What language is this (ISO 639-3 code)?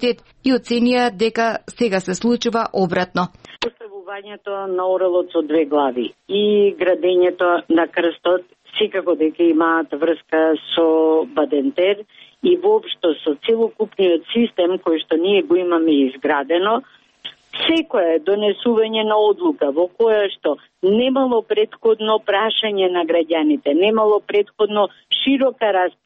mkd